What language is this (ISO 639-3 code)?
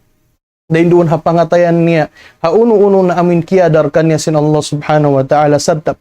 tsg